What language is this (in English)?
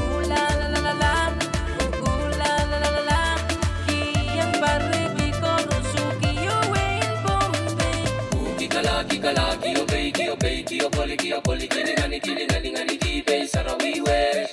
Pohnpeian